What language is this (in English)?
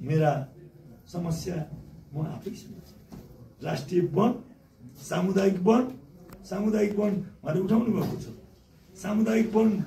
Nepali